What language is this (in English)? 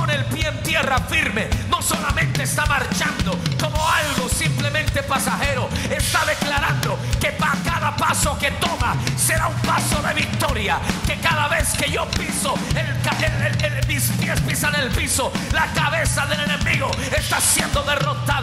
Spanish